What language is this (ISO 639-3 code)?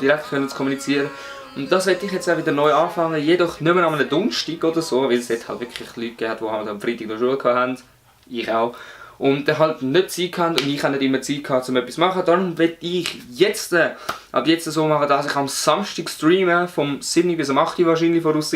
gsw